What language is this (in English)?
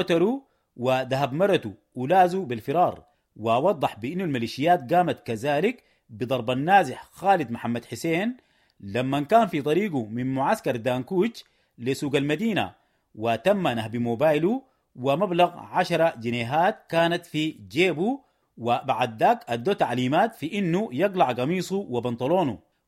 Sudanese Arabic